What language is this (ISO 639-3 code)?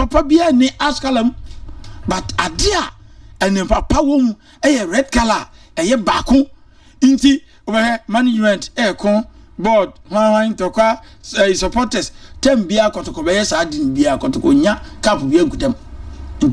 aka